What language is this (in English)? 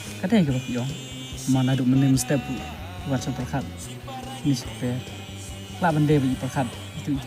Khasi